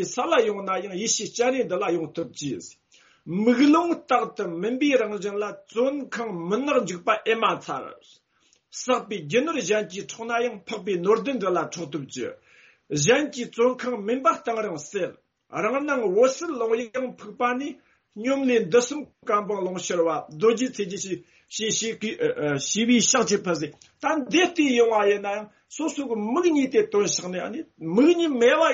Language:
Tibetan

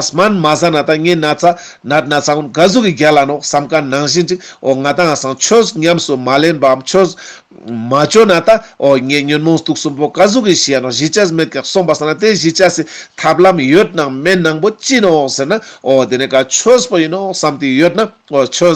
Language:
Ladakhi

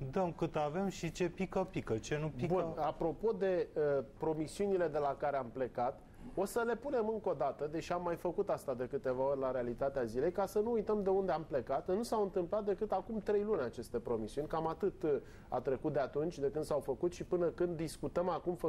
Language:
Romanian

